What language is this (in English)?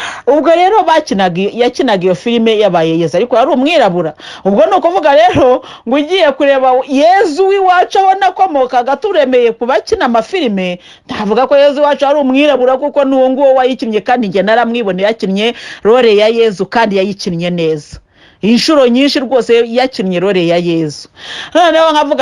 Kinyarwanda